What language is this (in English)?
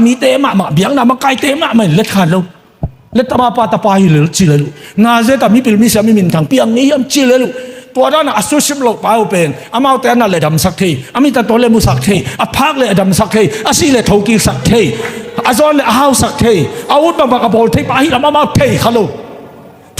Tedim Chin